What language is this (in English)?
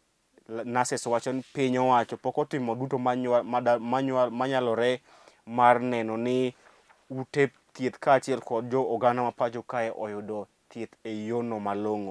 Luo (Kenya and Tanzania)